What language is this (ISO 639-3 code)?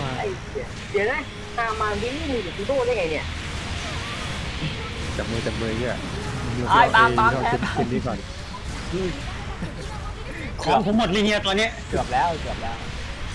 tha